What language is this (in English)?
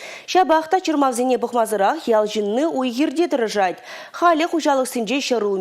Chuvash